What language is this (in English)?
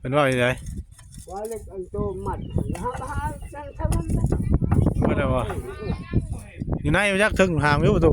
Northeastern Thai